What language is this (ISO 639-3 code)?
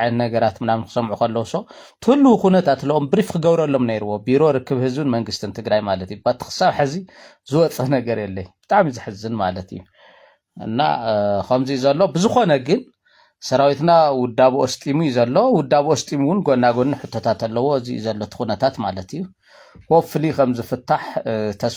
tir